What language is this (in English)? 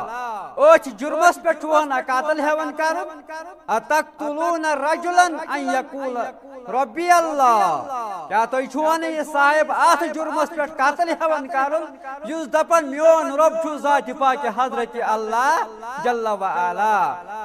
Kashmiri